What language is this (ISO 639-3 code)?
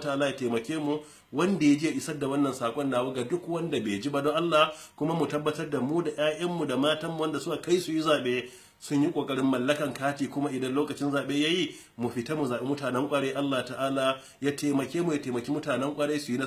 hau